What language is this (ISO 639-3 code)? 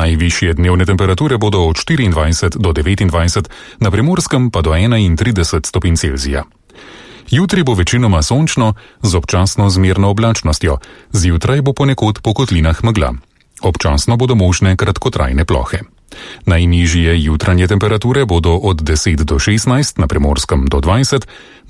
slv